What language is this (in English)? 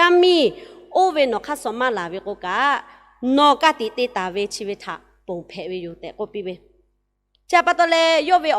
Lahu